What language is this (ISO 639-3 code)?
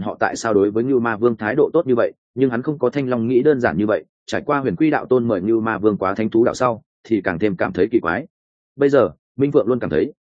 vie